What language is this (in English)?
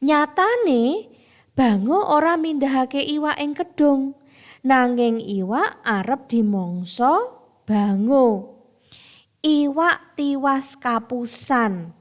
Javanese